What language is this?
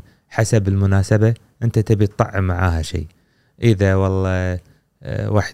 Gulf Arabic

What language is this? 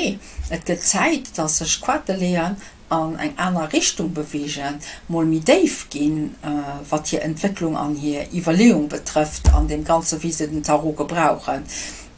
Luxembourgish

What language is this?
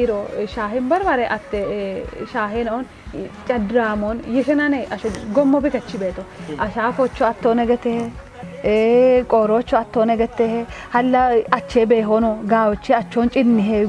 Kafa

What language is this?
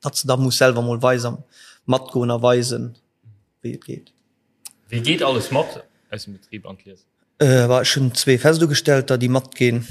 Luxembourgish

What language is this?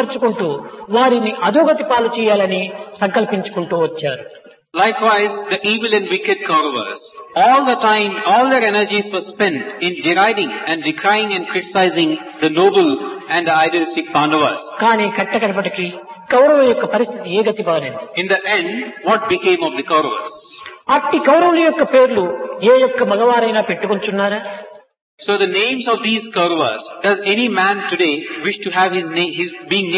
Telugu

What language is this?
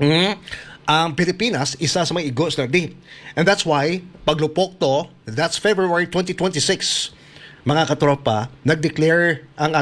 Hiligaynon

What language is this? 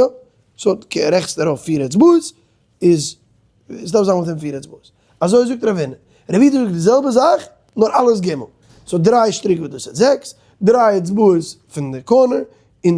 Yiddish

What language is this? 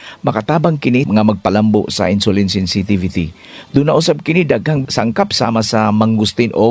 Cebuano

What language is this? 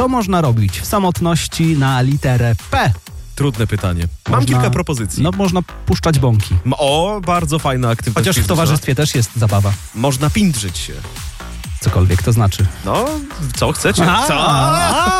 Polish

